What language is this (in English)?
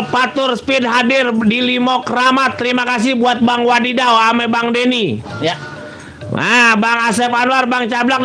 Betawi